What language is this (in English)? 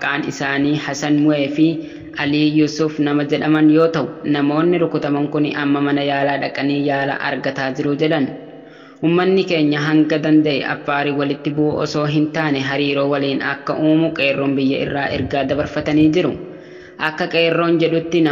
Oromo